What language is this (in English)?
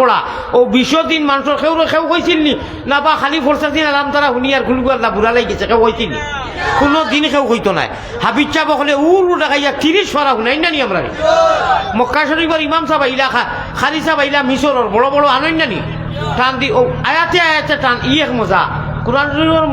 Sylheti